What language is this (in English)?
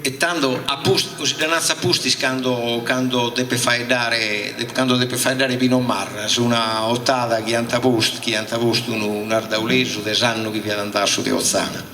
Sardinian